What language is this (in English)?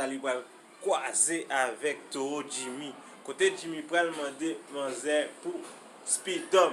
Haitian Creole